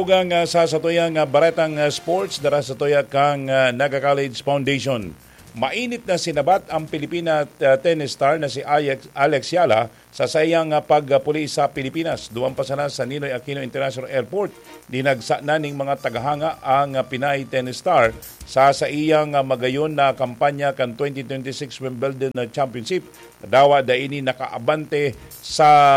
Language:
Bikol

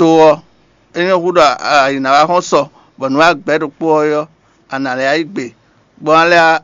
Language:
Fon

